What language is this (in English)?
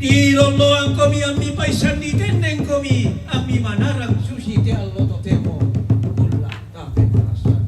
Toraja-Sa'dan